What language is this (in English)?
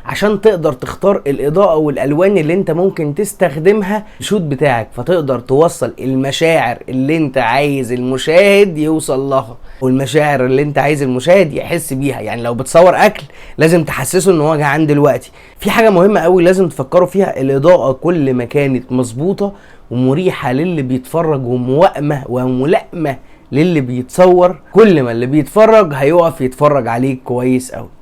Egyptian Arabic